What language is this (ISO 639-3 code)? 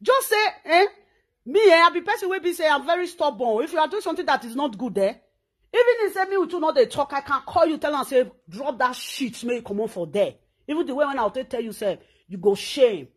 pcm